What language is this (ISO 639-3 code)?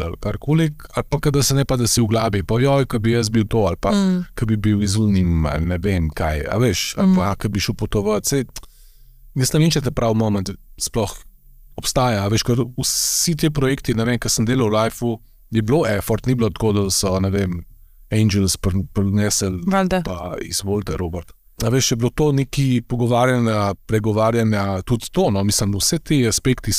slv